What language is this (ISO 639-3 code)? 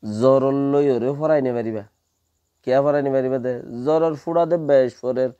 rhg